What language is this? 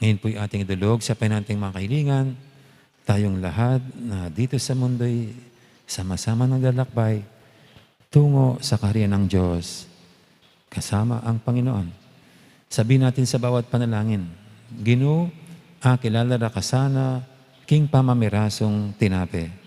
Pampanga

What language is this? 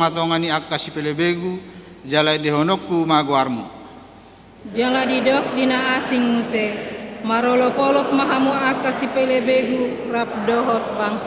Batak Toba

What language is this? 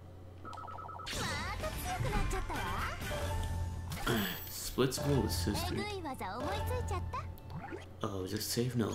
English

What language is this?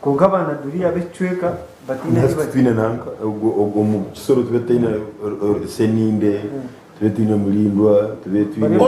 Nyankole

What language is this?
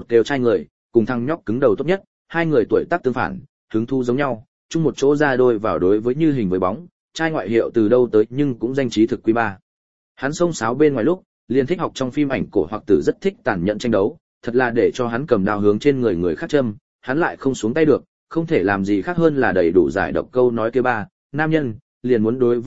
Vietnamese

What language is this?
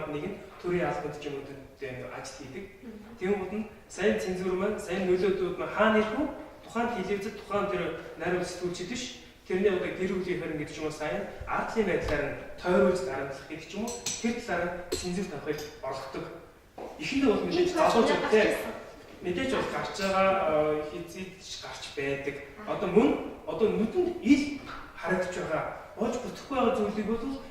Mongolian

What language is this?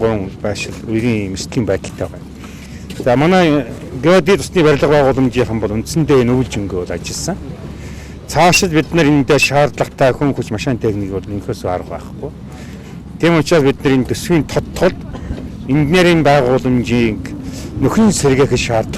Mongolian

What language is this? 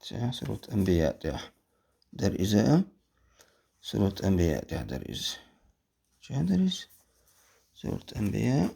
Chechen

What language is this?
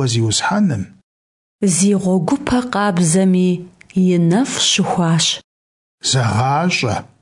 Kabardian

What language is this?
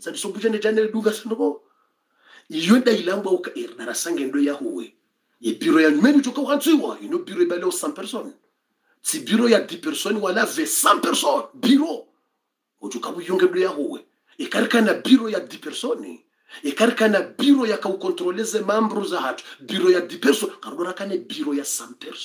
Swahili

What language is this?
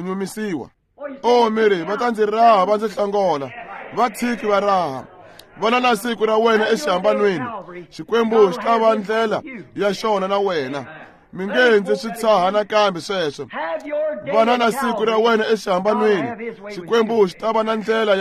Tsonga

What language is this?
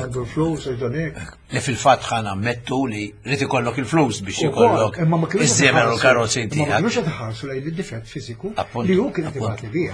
Maltese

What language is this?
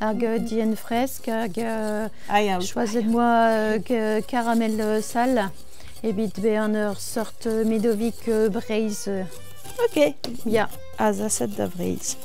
Breton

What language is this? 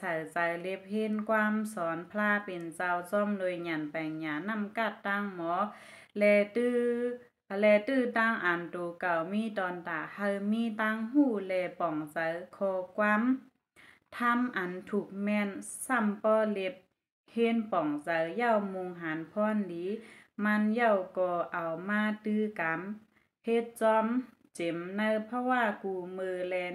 Shan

